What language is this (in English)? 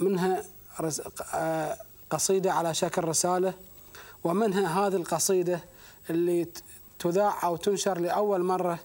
Gulf Arabic